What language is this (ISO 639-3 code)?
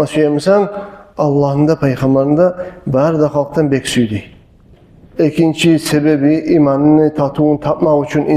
kum